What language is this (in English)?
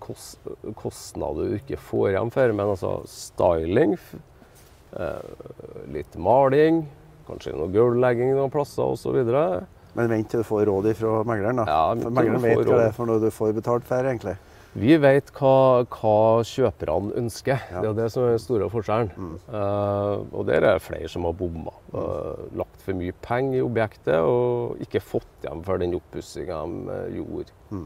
Norwegian